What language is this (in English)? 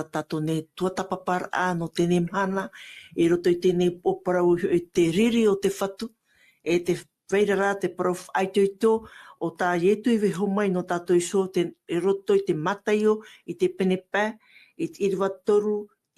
Tahitian